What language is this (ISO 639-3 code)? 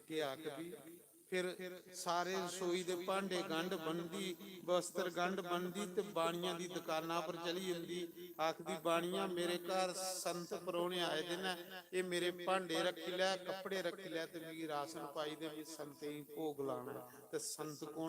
doi